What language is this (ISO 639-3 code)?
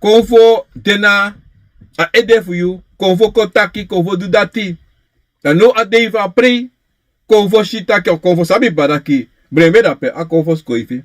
srn